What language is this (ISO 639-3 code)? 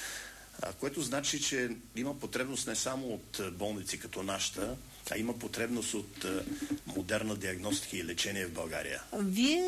bul